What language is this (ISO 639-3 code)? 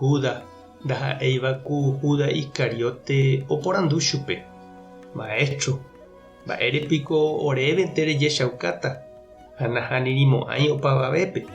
grn